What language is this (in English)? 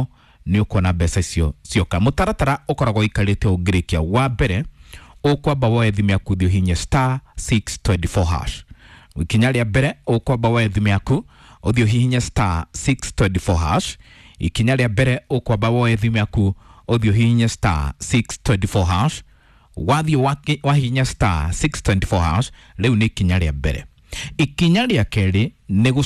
Kikuyu